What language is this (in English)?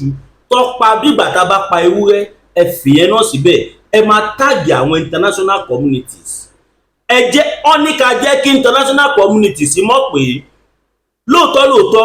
Yoruba